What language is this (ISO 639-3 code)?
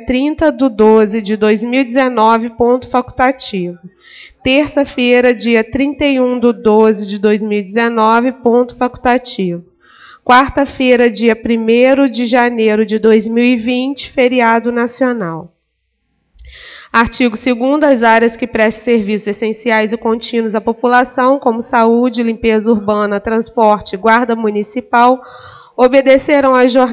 por